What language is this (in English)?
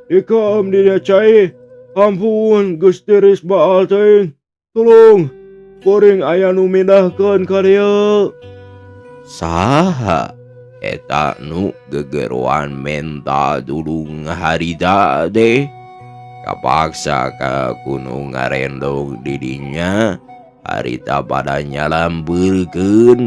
Sundanese